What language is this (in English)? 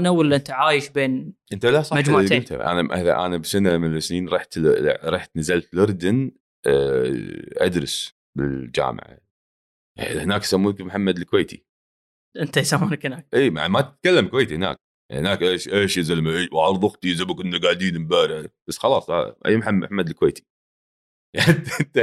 Gulf Arabic